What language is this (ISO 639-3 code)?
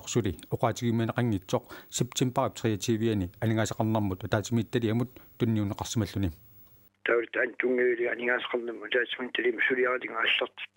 kal